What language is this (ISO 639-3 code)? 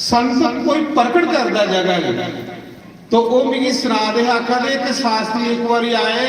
doi